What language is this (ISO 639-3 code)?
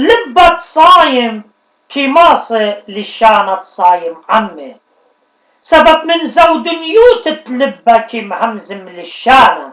aii